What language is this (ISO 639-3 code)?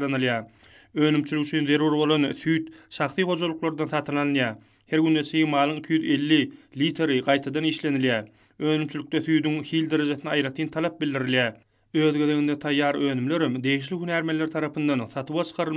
tuk